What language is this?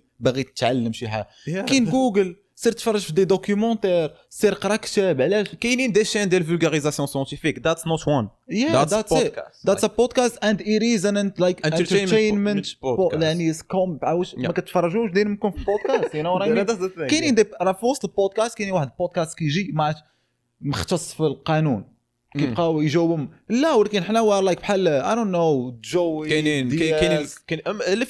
Moroccan Arabic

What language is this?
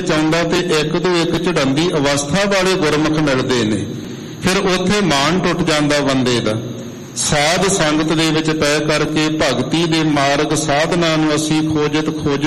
Punjabi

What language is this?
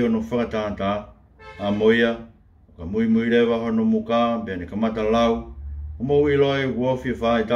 Tongan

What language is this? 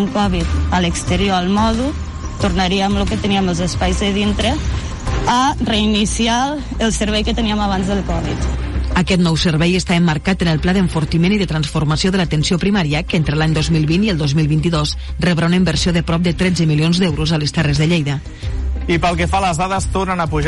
Catalan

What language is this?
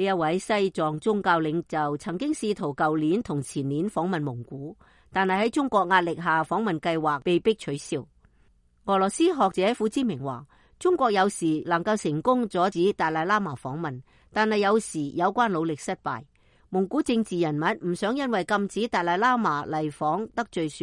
Cantonese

